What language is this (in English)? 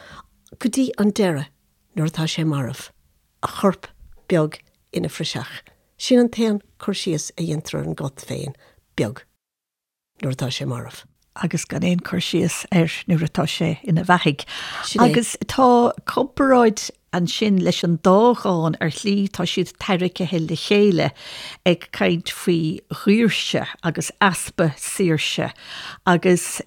Irish